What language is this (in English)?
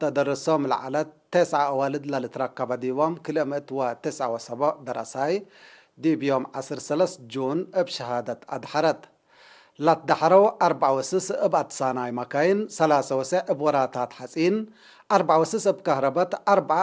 Tigre